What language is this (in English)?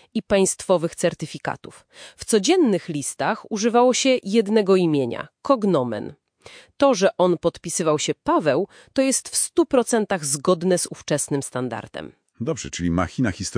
Polish